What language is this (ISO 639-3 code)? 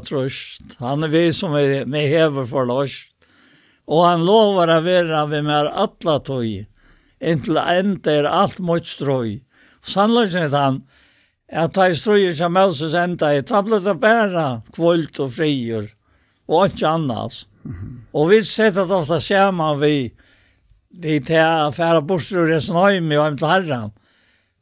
fao